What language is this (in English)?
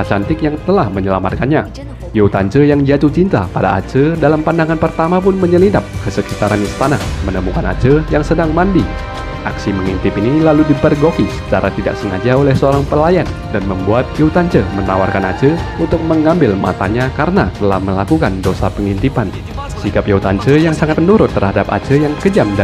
Indonesian